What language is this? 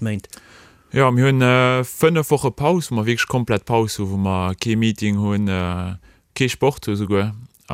Luxembourgish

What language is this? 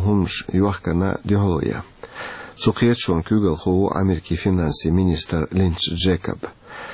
Chechen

